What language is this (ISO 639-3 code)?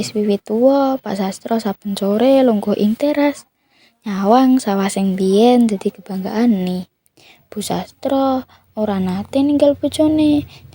jav